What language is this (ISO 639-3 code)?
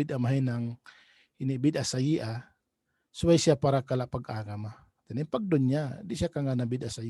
tsg